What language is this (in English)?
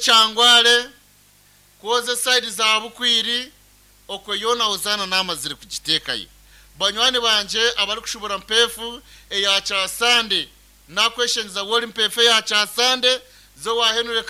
Nyankole